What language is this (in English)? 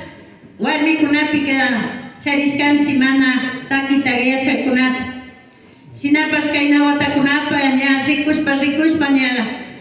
Imbabura Highland Quichua